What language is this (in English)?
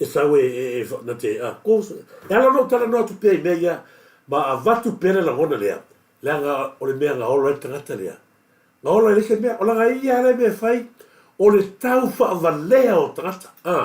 Samoan